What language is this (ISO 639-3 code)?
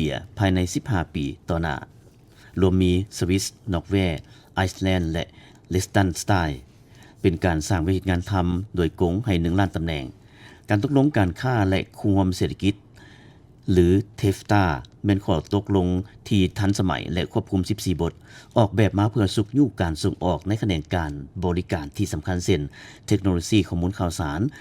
lao